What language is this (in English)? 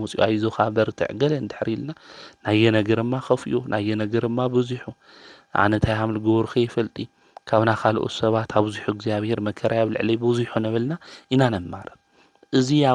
Tigrinya